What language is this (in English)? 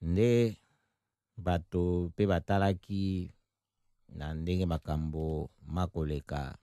Lingala